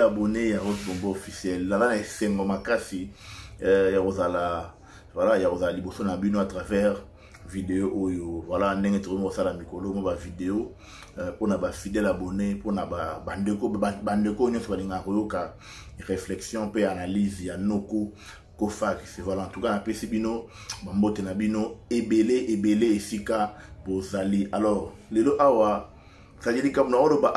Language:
Lingala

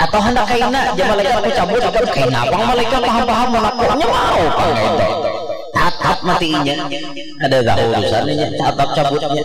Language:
Banjar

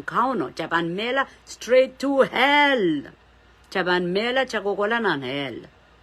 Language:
Pohnpeian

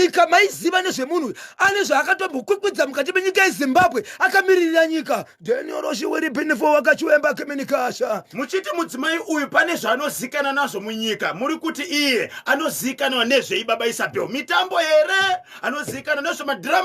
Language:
Shona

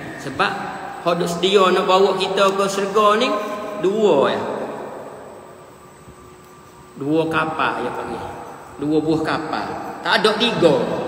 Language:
Malay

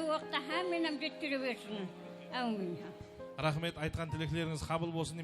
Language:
Kara-Kalpak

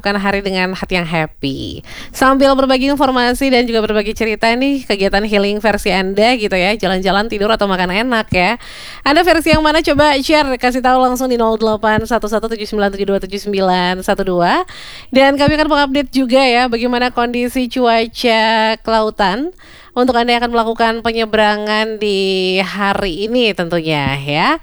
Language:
Indonesian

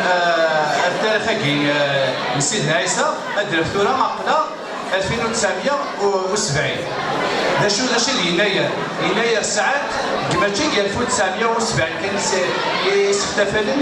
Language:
Kabyle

